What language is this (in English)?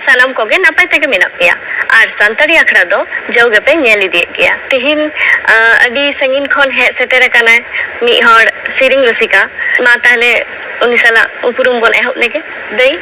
Santali